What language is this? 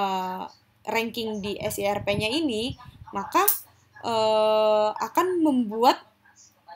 Indonesian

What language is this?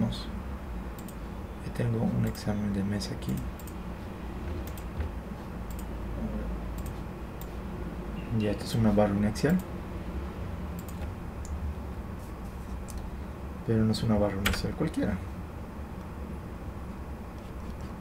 Spanish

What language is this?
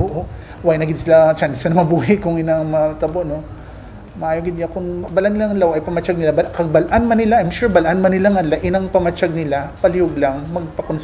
Hiligaynon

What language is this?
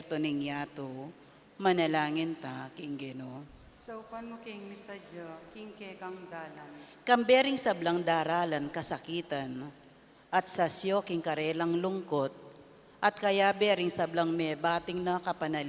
Pampanga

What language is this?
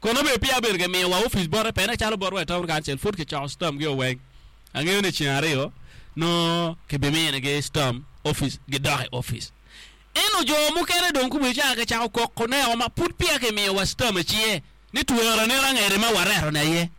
Acoli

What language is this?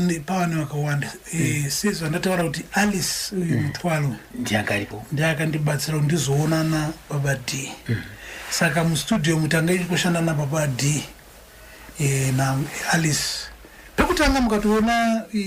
Shona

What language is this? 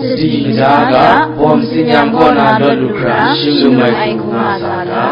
Kachin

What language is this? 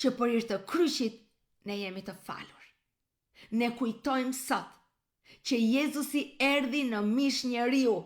Albanian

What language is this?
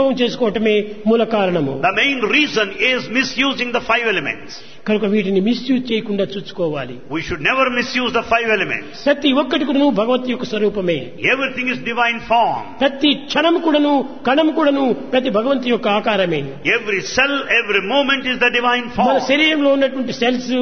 Telugu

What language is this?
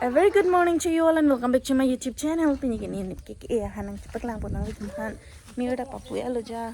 Karbi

